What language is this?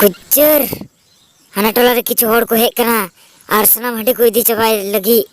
Santali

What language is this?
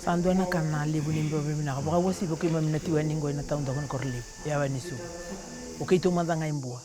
Fijian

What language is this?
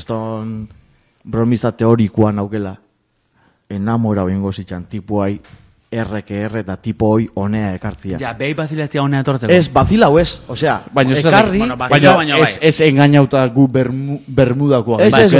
Basque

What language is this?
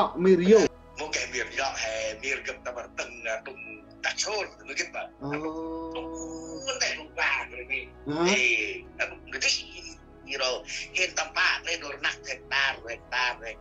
Central Mnong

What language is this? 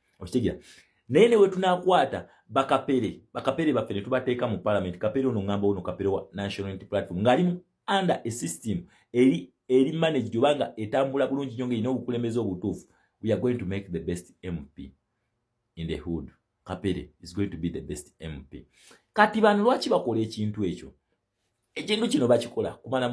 Ganda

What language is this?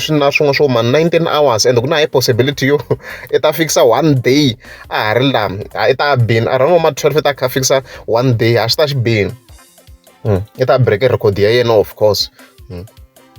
Tsonga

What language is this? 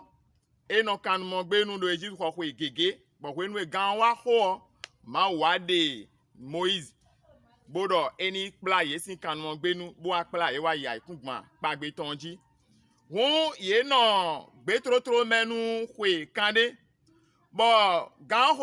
Fon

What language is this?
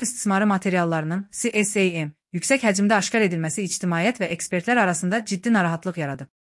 Azerbaijani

